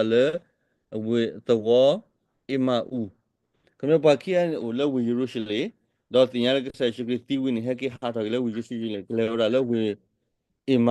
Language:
S'gaw Karen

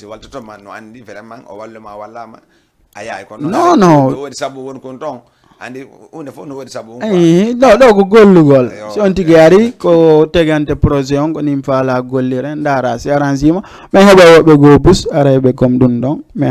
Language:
Fula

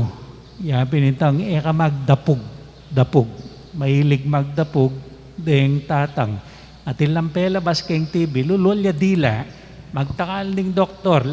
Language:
Pampanga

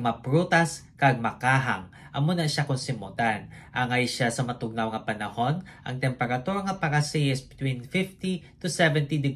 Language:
Hiligaynon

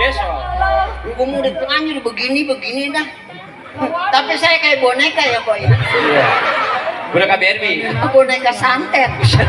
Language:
Betawi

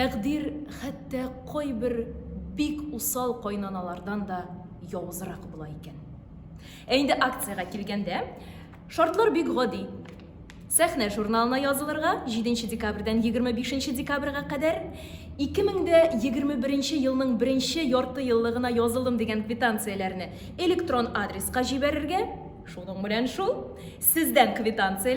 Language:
Tatar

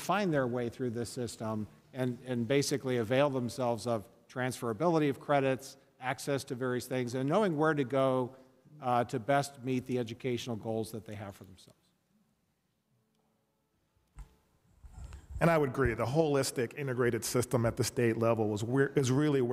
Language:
English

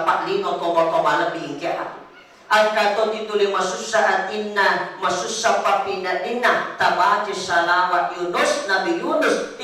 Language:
Buginese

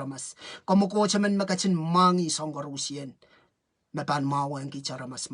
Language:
Pohnpeian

